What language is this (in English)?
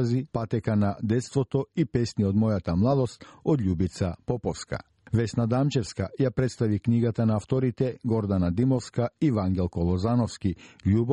Macedonian